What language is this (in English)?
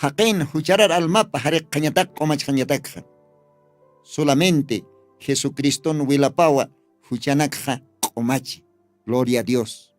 Aymara